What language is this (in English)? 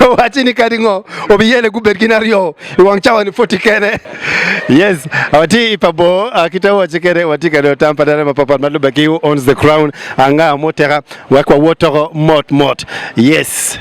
Acoli